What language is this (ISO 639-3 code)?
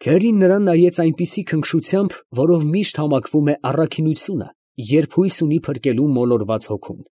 hye